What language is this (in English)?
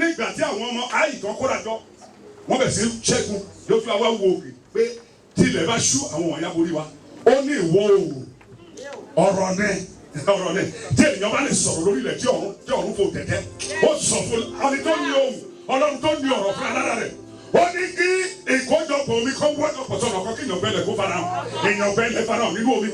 Yoruba